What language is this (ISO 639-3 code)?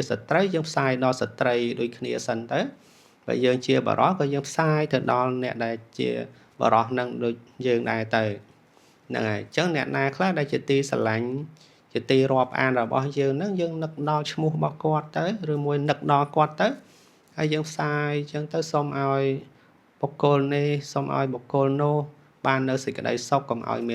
khm